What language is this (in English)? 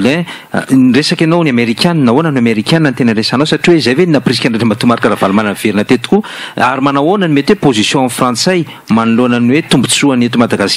Malagasy